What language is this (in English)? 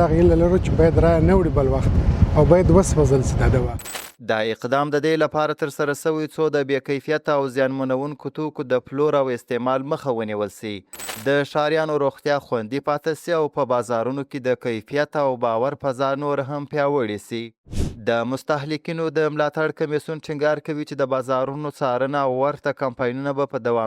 Pashto